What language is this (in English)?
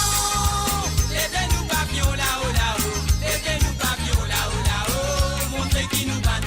Morisyen